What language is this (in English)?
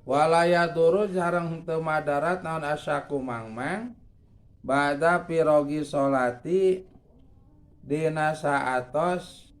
Sundanese